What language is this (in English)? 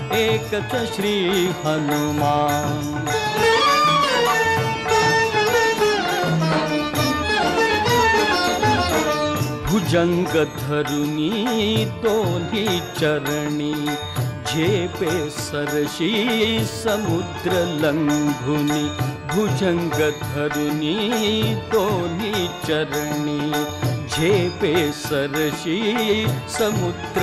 Marathi